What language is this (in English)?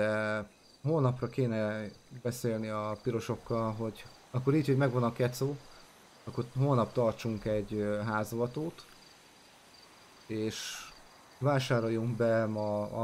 Hungarian